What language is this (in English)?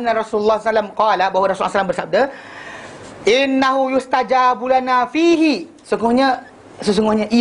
Malay